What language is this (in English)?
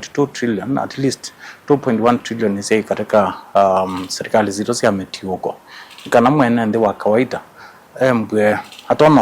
Kamba